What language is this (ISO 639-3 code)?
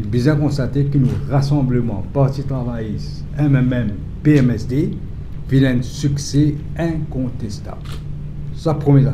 mfe